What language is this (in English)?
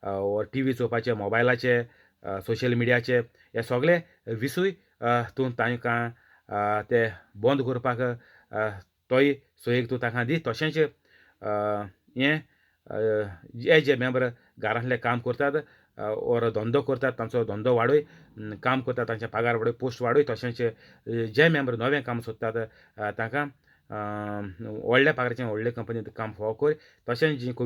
Konkani